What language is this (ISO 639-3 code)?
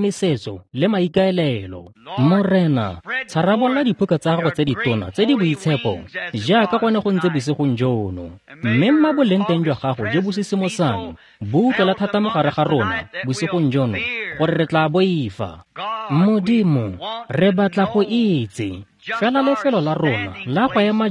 tsn